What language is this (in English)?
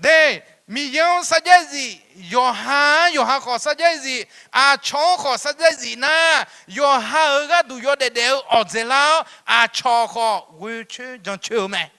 Akha